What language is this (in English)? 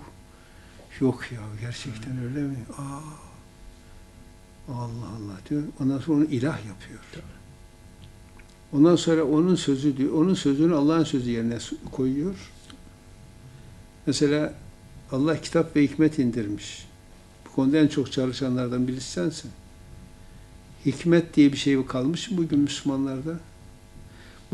Turkish